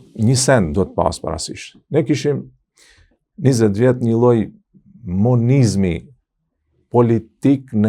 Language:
Albanian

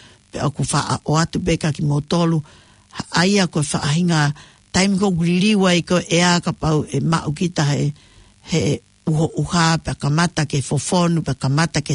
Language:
Tongan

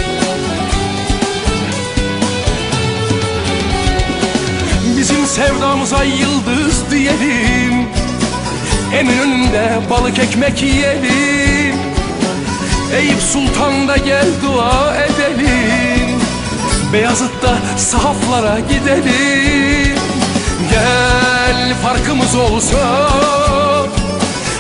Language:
Turkish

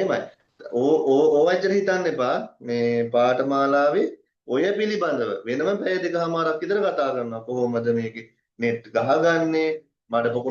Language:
Sinhala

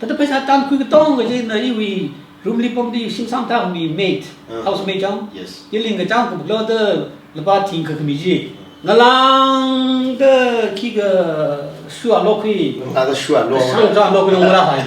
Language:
Tangkhul Naga (India)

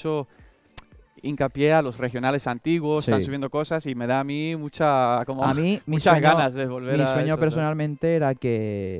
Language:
Spanish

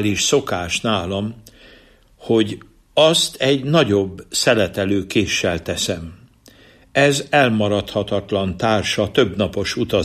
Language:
Hungarian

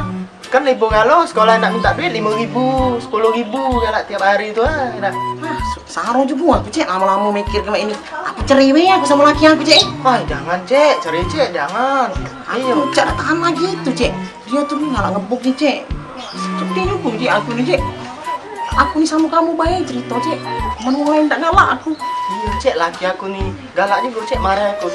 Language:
Musi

